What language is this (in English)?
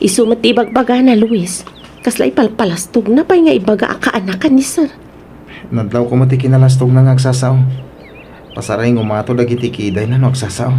Iloko